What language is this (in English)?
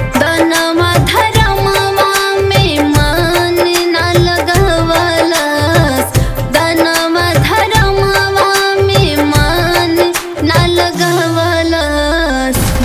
Bhojpuri